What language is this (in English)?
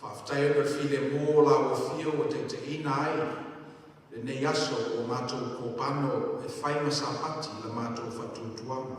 Samoan